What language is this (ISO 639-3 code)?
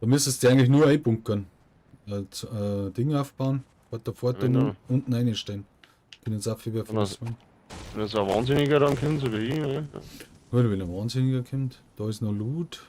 bar